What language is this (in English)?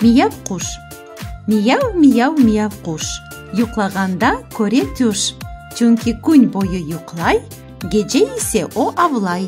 Crimean Tatar